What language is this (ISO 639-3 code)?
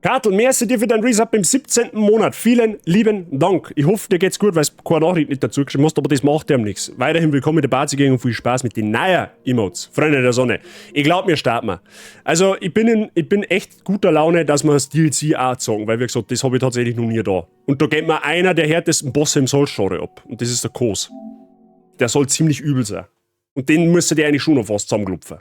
bar